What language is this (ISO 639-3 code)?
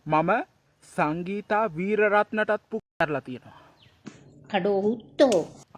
sin